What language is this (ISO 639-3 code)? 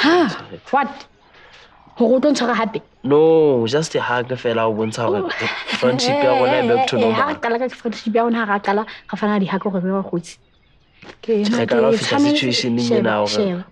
sot